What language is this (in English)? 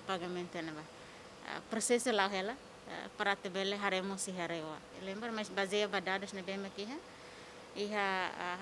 Tetum